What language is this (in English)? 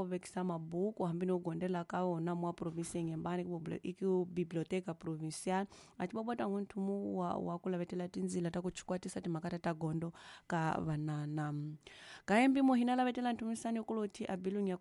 Tsonga